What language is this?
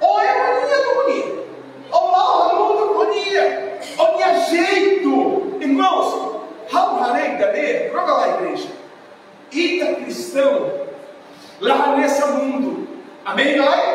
Tetum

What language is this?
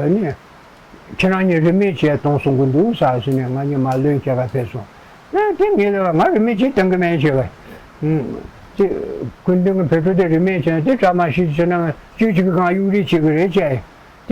Tibetan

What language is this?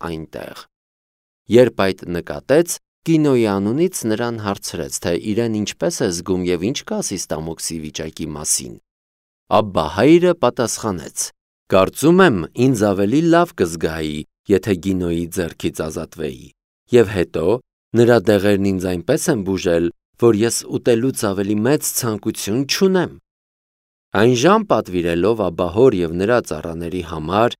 Armenian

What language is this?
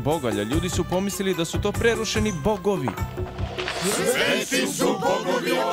Serbian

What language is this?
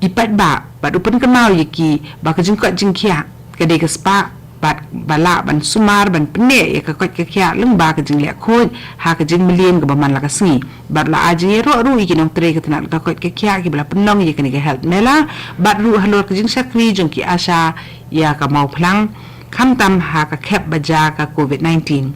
Khasi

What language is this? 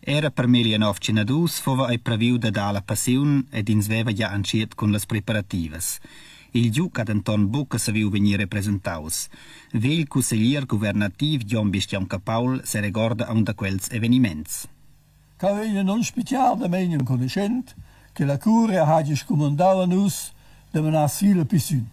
Romansh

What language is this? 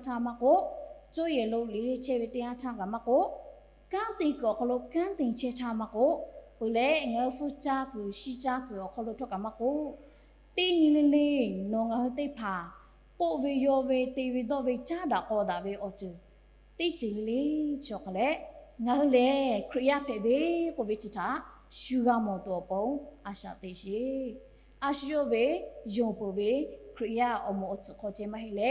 Lahu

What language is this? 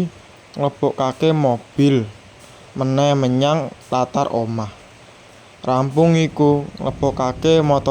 Javanese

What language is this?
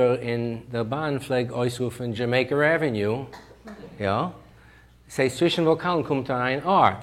Yiddish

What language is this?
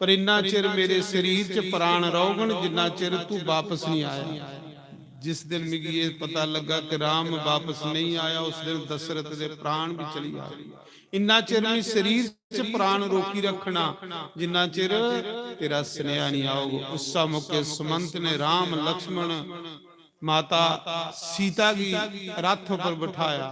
Dogri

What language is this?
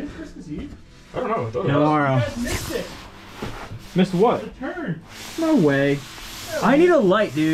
English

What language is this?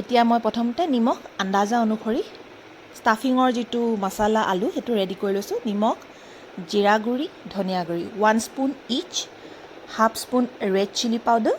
Assamese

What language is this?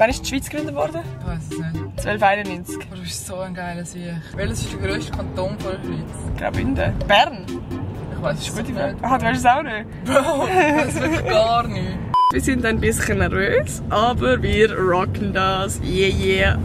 Swiss German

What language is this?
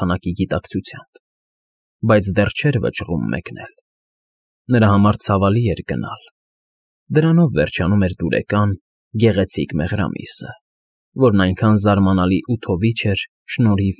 Armenian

